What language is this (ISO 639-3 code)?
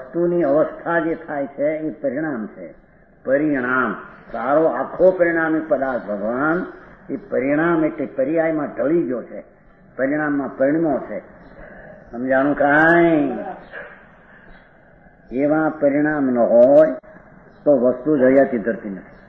guj